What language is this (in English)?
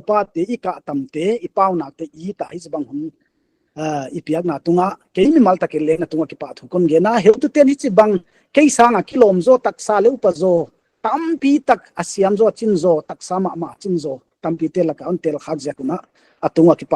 Paite Chin